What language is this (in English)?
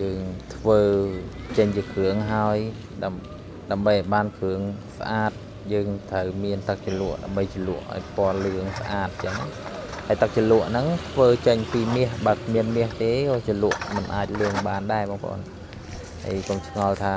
Khmer